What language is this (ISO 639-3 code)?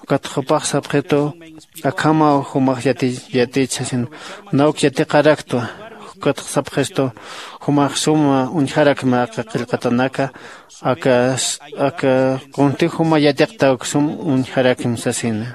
aym